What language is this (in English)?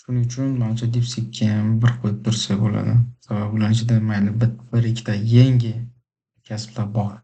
Uzbek